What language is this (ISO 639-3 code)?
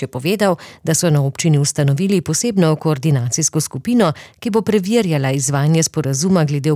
slv